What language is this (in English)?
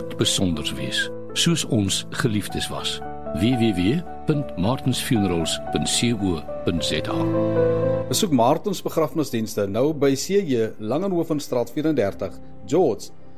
Afrikaans